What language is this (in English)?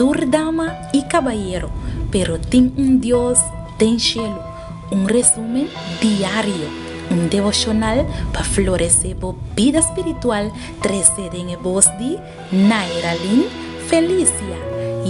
Papiamento